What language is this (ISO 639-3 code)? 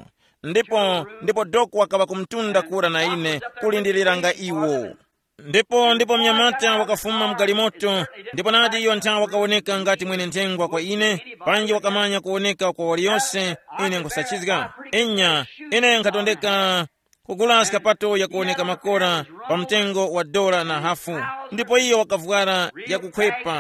tum